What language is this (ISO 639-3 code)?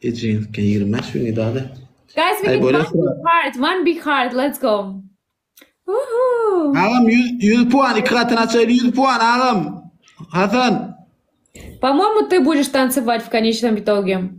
tuk